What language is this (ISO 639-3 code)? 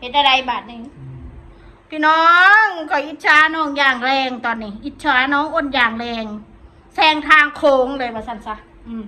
tts